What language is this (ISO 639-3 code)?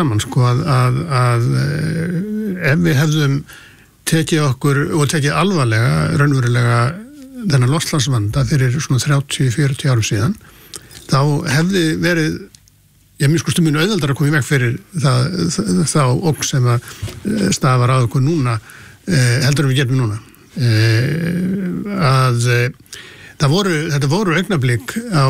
isl